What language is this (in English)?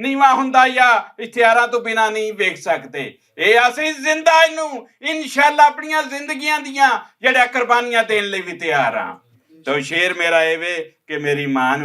Western Panjabi